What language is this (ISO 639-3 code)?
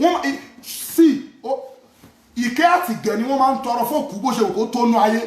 yor